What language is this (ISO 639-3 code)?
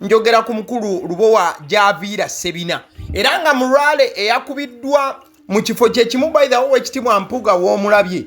lug